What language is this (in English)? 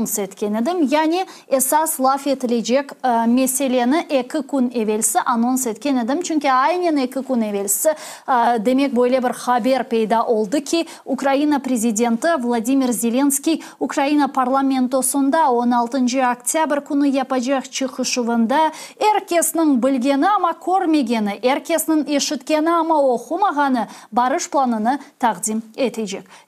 Crimean Tatar